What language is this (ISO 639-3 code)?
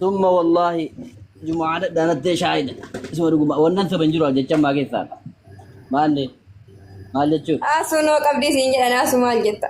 orm